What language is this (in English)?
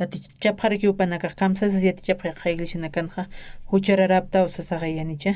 Aymara